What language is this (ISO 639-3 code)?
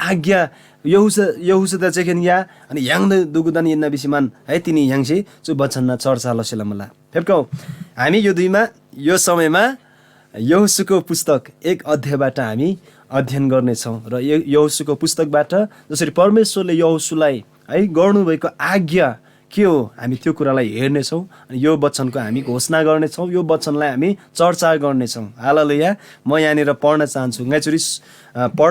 taj